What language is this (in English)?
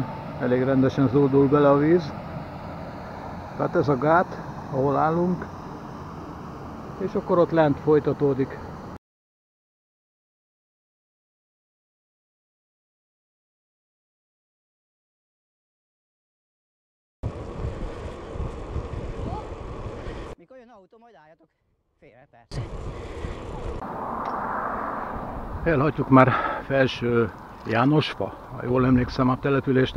Hungarian